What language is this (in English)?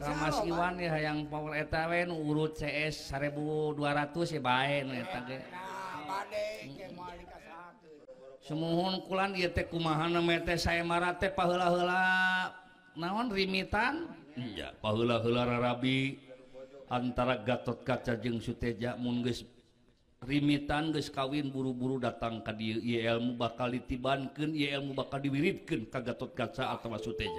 Sundanese